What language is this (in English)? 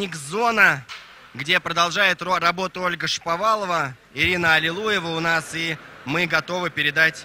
Russian